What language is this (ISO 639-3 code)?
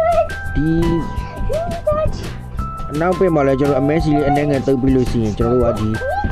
mya